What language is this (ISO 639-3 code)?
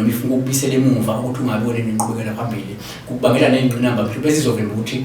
zul